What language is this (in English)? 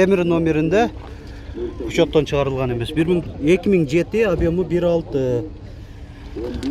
Kyrgyz